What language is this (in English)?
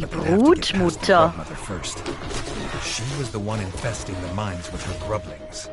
Swiss German